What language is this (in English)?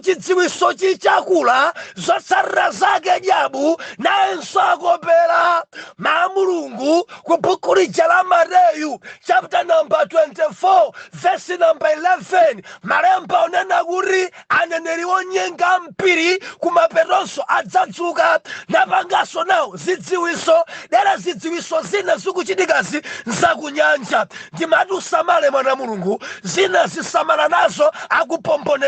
Nyanja